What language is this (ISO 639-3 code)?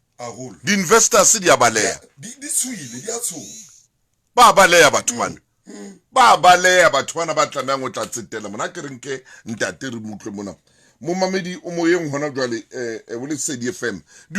sot